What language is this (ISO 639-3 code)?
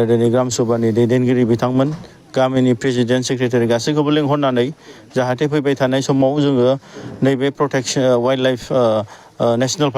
brx